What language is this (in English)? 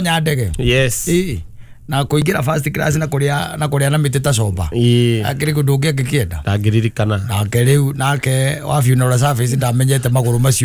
Kikuyu